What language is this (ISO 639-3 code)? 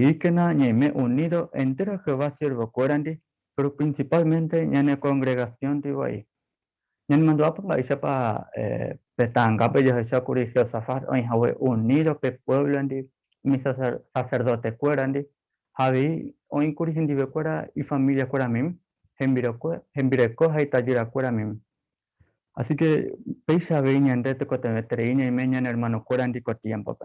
grn